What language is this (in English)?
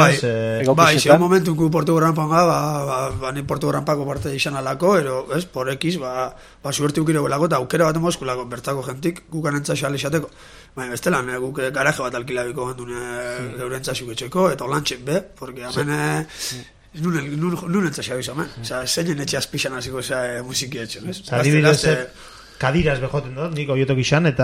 Basque